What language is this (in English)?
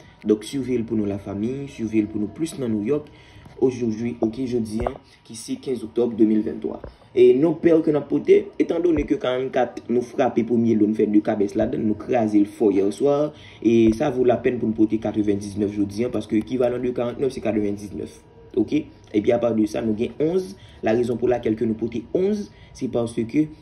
Haitian Creole